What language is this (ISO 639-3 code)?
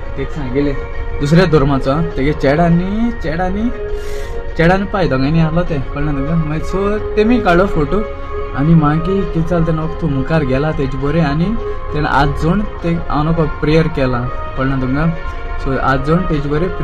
kok